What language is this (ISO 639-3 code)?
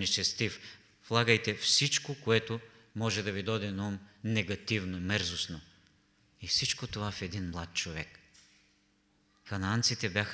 bul